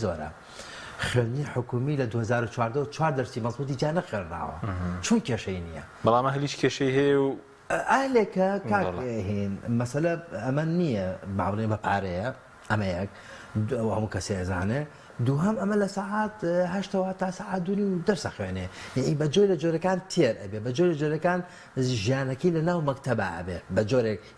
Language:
Central Kurdish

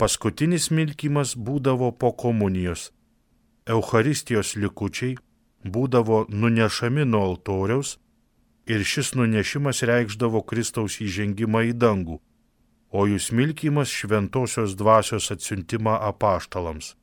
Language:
Lithuanian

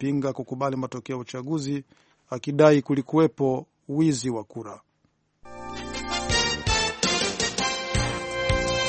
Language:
Swahili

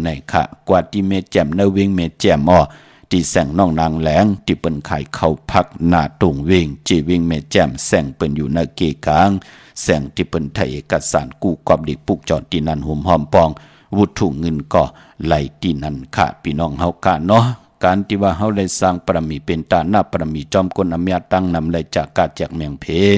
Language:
Shan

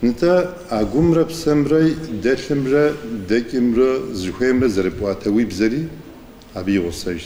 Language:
Kabardian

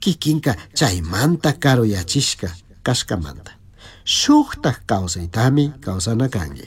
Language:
Chimborazo Highland Quichua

